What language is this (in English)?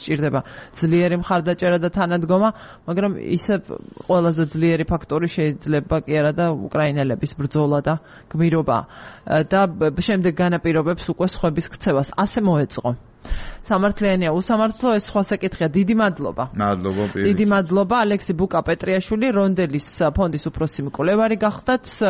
Georgian